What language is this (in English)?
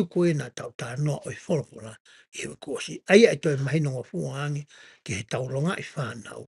Tongan